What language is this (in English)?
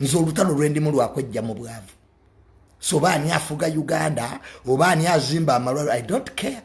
Ganda